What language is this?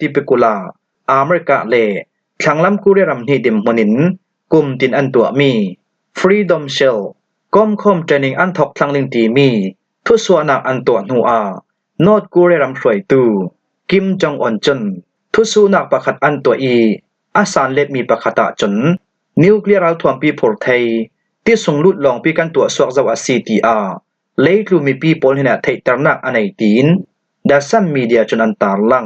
Falam Chin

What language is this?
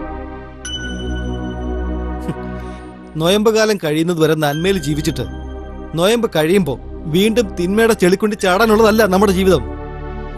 Malayalam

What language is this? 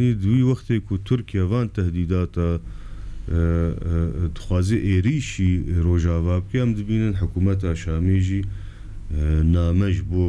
Kurdish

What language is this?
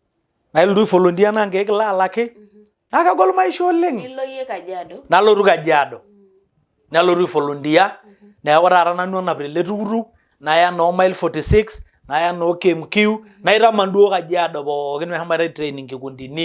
Masai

